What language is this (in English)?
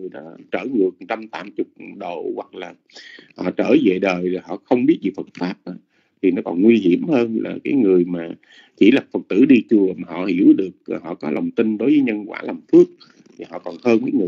Vietnamese